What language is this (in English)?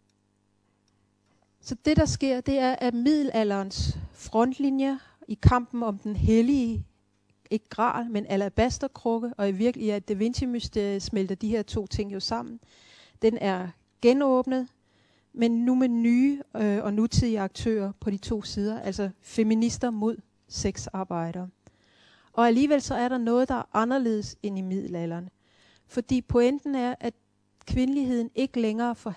Danish